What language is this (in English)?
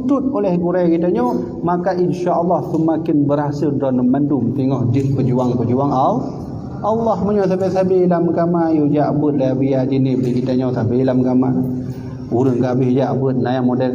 Achinese